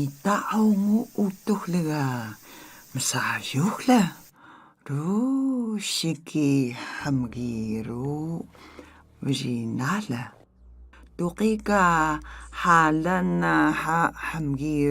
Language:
Atayal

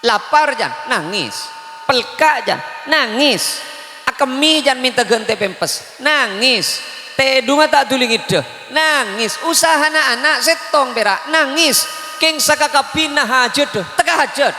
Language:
Madurese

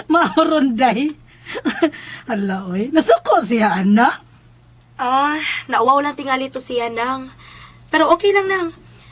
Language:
Cebuano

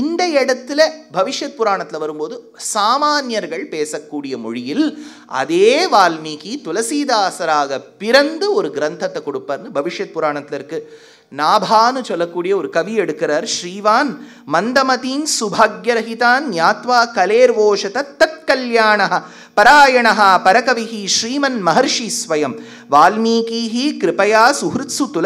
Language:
Tamil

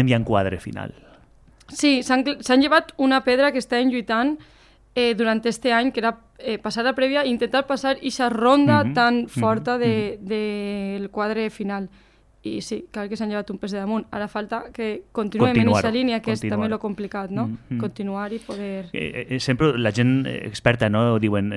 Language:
Catalan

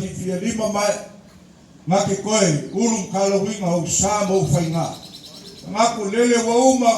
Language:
Samoan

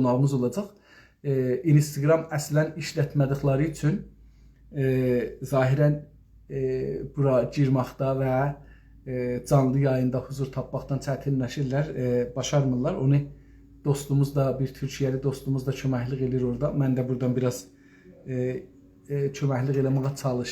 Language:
South Azerbaijani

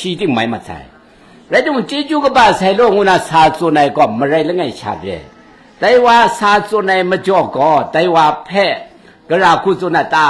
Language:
Kachin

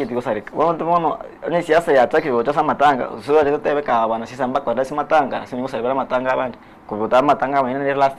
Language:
Gusii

